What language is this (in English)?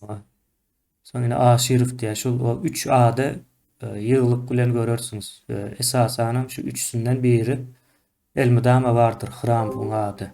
Turkmen